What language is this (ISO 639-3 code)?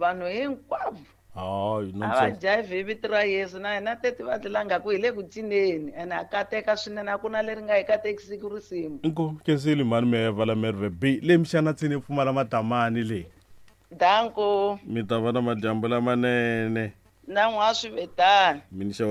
tso